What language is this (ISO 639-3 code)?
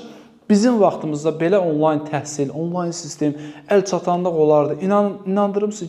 aze